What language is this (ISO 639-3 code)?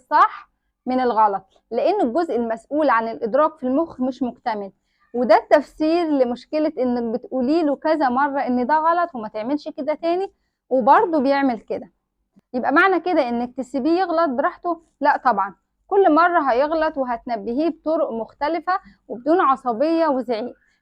arz